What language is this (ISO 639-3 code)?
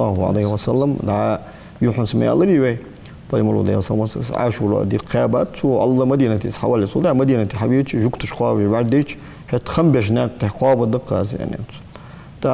inh